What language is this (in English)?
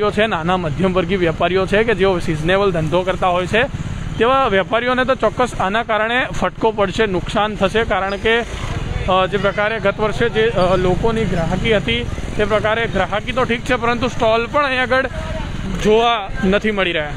Gujarati